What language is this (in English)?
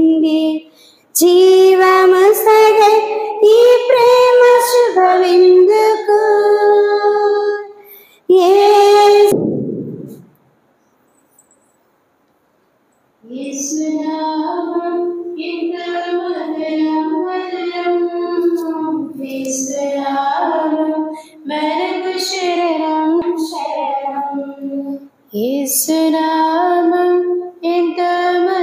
Telugu